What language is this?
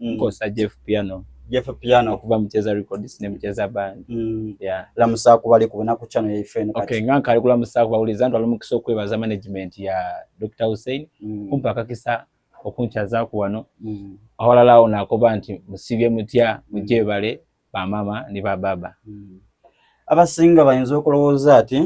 Soga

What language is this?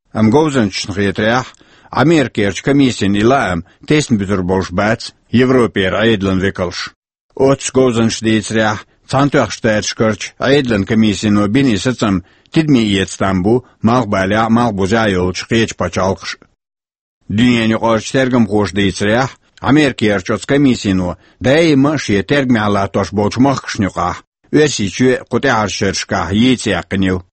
Chechen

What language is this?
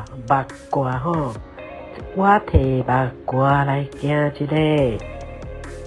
Min Nan Chinese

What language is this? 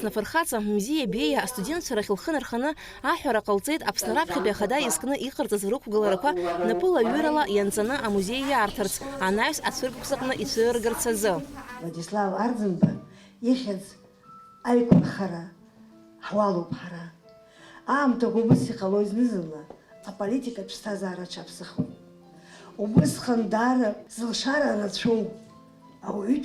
Abkhazian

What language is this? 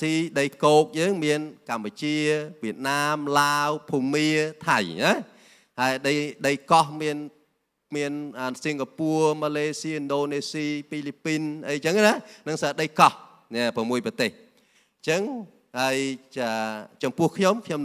Khmer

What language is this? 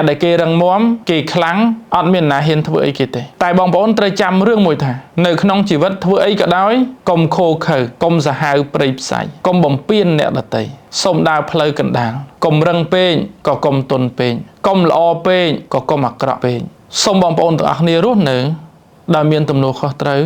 Khmer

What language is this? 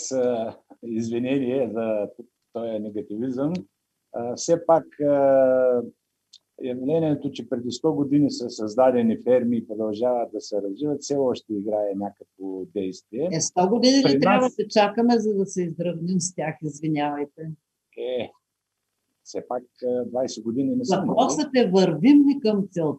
Bulgarian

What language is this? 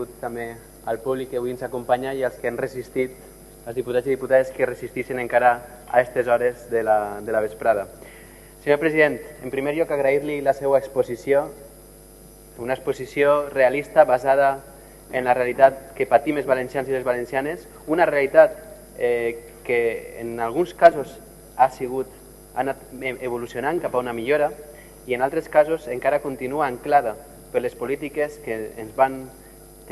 Catalan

